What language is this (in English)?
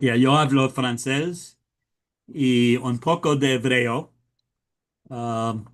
Ladino